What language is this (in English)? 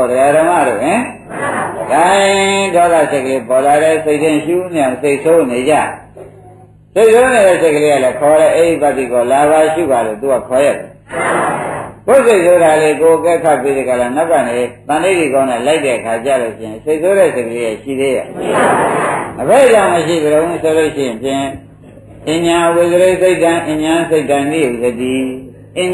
Burmese